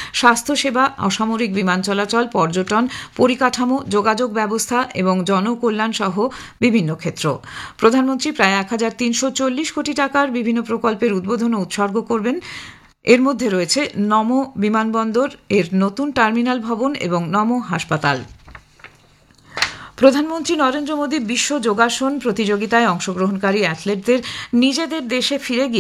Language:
Bangla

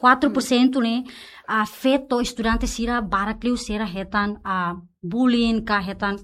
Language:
Tetum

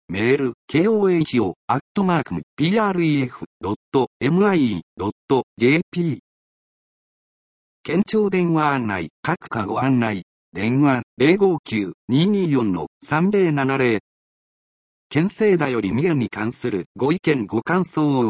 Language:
Japanese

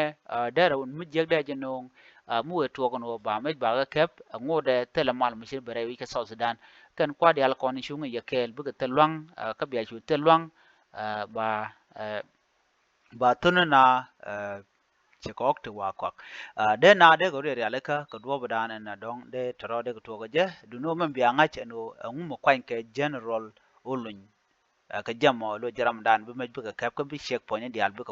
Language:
Nuer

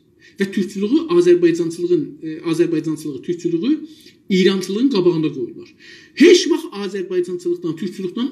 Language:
South Azerbaijani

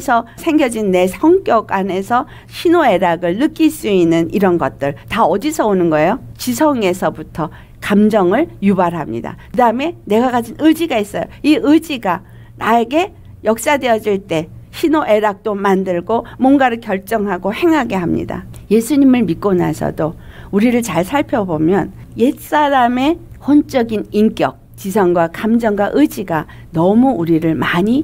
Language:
Korean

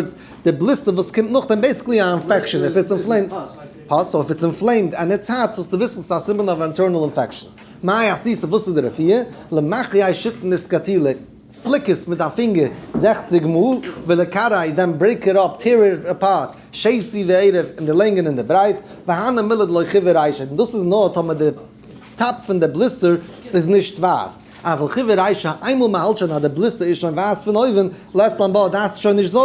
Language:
Yiddish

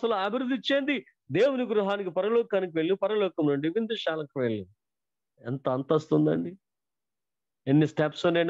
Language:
Telugu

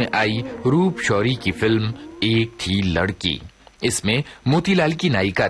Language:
Hindi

